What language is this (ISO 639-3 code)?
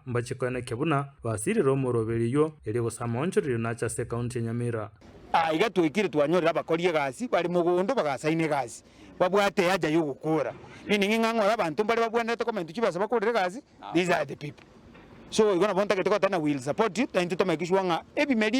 guz